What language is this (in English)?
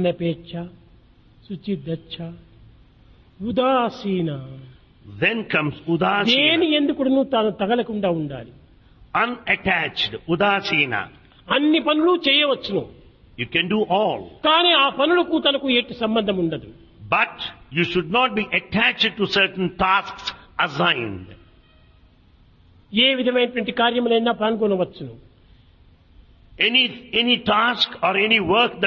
Telugu